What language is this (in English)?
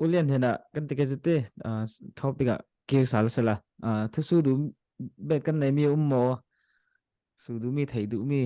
Falam Chin